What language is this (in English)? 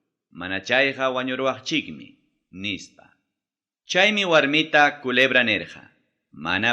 Ayacucho Quechua